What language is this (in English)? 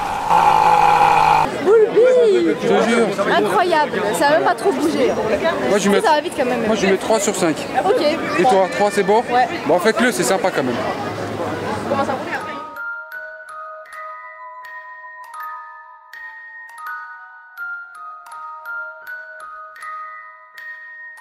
French